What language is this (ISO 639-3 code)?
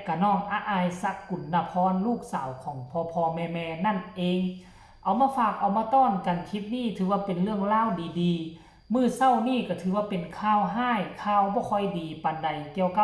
tts